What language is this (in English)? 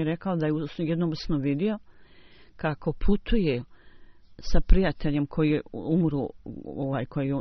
Bosnian